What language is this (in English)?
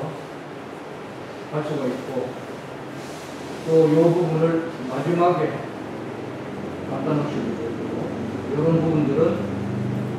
Korean